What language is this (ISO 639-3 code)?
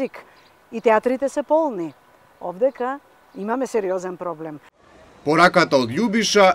mkd